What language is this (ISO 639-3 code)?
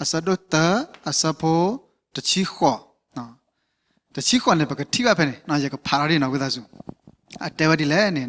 ksw